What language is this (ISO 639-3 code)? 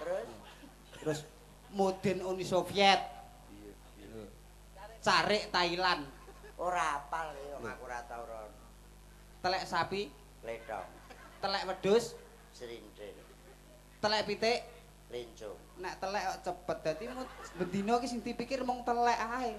jav